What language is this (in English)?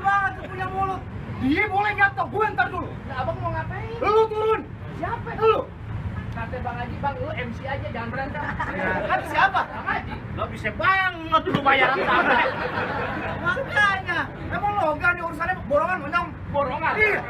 Betawi